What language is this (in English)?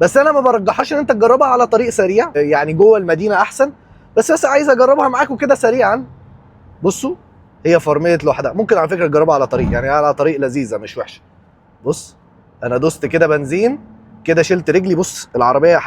Egyptian Arabic